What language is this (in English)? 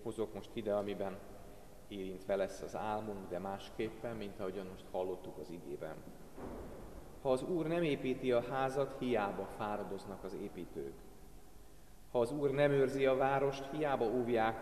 Hungarian